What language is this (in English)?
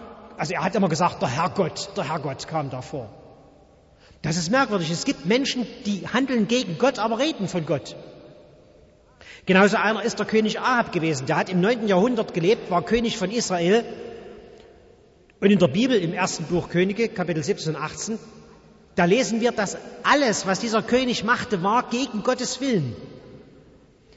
German